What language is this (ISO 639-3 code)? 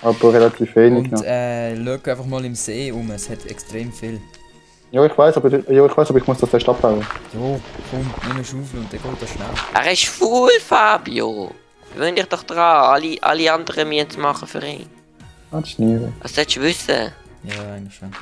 gsw